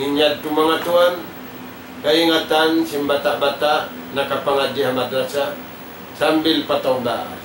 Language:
Tausug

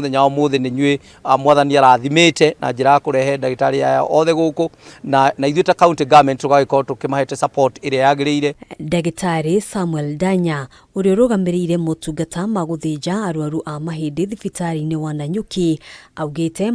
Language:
Kikuyu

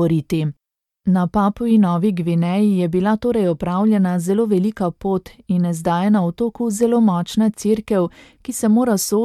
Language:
Slovenian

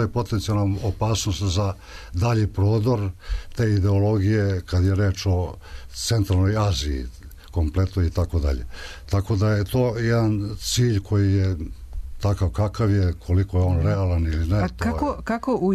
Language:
Serbian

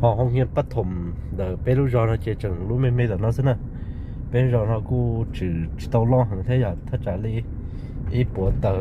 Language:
Hmong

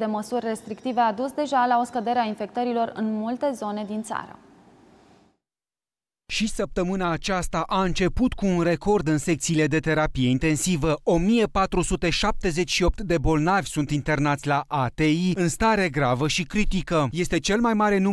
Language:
Romanian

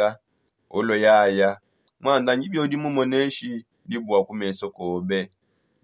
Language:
Songe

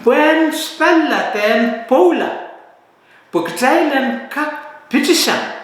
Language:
Pohnpeian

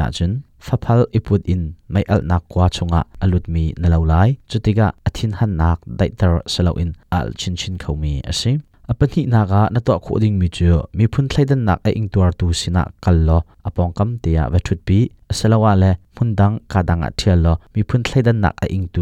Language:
Hakha Chin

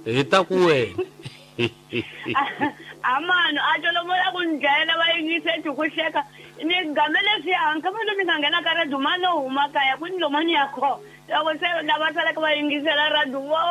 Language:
Tsonga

